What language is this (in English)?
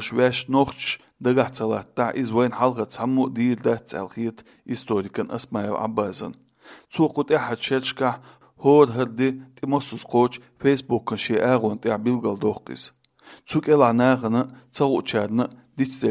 Chechen